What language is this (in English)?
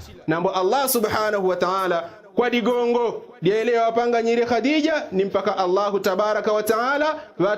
Yao